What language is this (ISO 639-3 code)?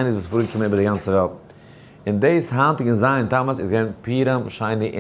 yid